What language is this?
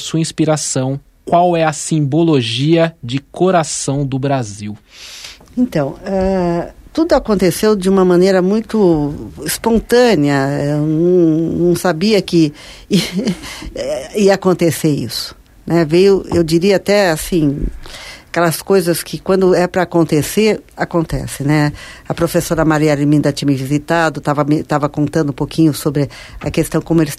Portuguese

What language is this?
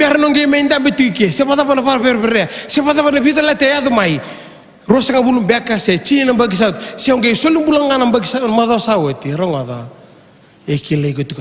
Fijian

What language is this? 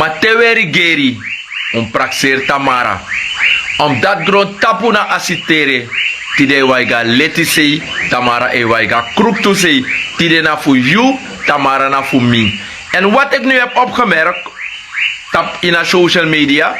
Sranan Tongo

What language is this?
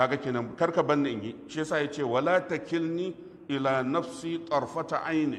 Hausa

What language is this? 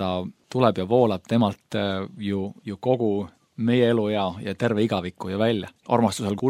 Estonian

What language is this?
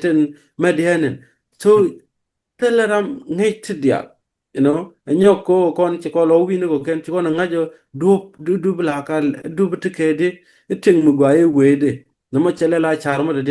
Nuer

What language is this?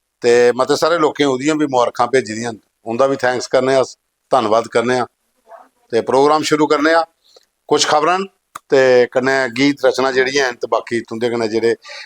Dogri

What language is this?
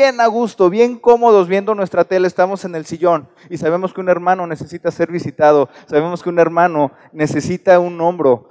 Spanish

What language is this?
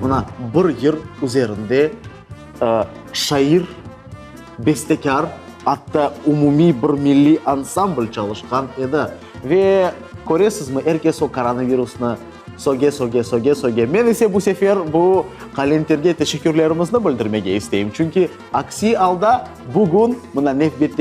Crimean Tatar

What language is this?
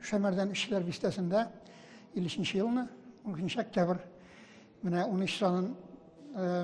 Tatar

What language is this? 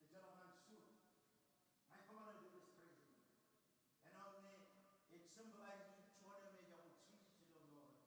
Marshallese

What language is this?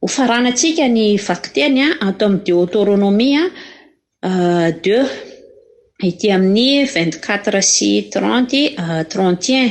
Malagasy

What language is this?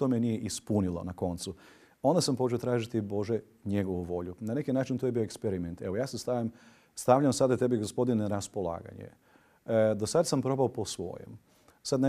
Croatian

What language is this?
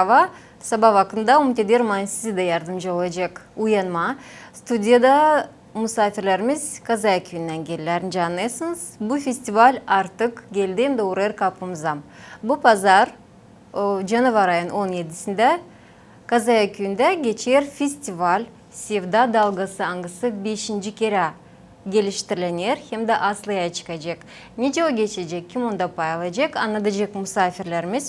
Gagauz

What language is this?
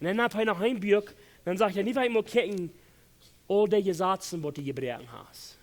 Plautdietsch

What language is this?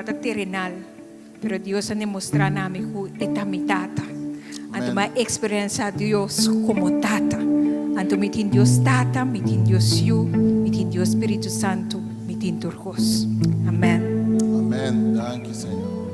Papiamento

